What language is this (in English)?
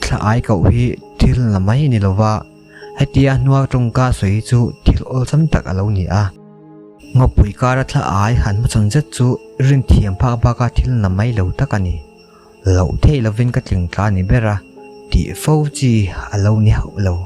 Mizo